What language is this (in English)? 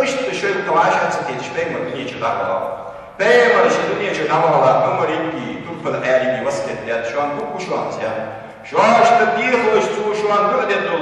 Ingush